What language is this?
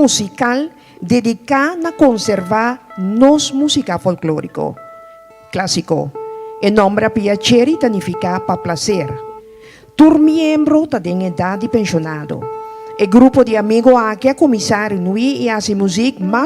Papiamento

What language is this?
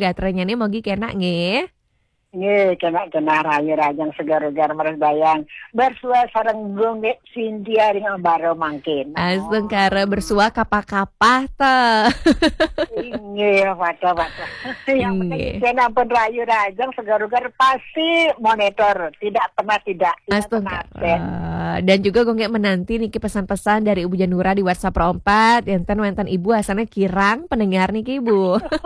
Balinese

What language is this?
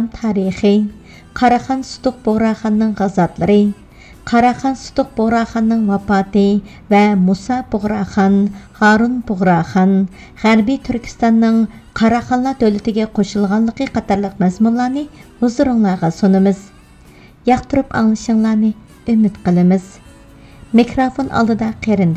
Uyghur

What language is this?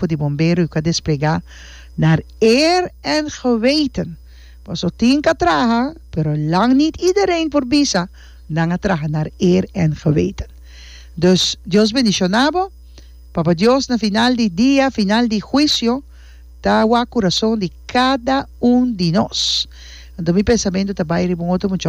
Papiamento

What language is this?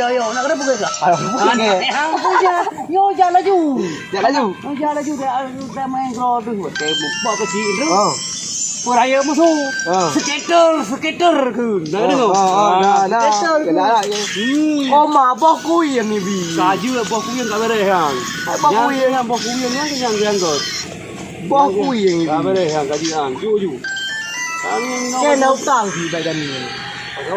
Achinese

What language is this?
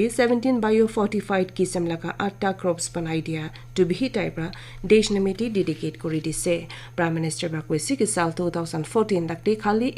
Naga Pidgin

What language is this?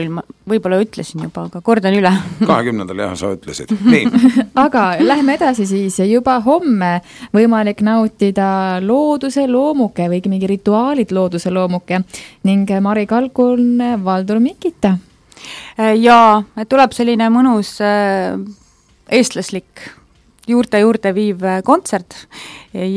Estonian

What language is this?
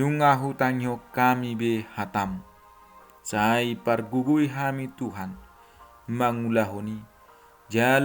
Batak Toba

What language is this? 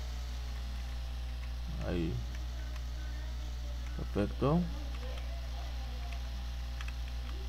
Spanish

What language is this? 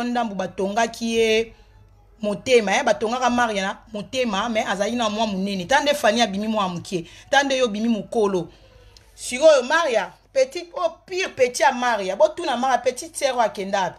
Lingala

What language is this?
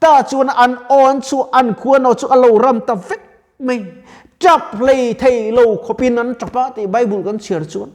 Mizo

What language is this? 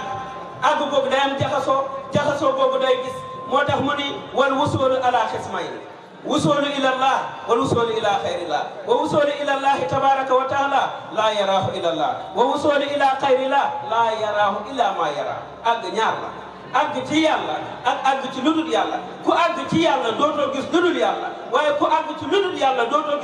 Wolof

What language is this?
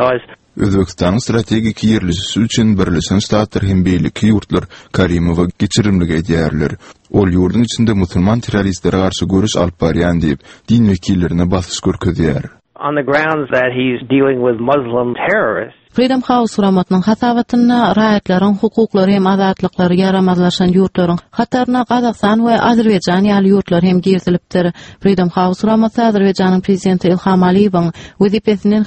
Turkmen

